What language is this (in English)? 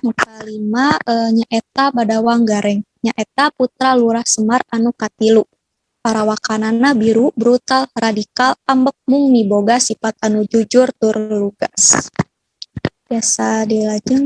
Sundanese